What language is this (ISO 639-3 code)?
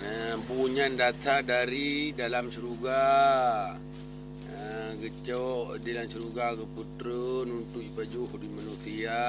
ace